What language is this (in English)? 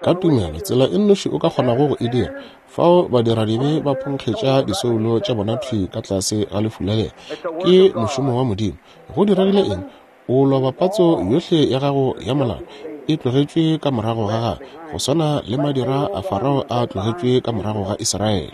Northern Sotho